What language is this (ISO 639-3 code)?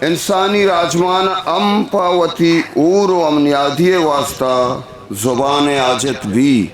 bgp